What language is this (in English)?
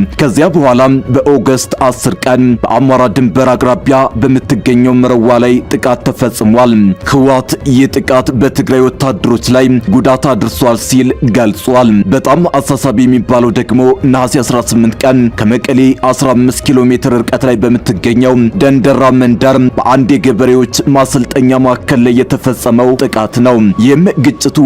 Amharic